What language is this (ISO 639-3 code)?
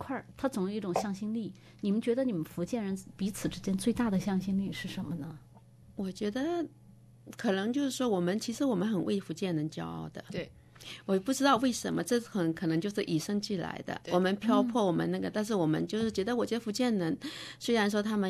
zho